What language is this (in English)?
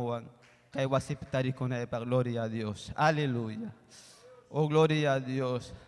Ayacucho Quechua